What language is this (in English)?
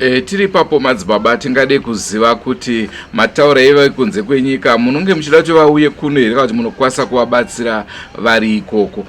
Shona